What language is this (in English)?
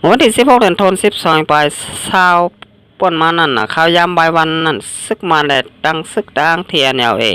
Shan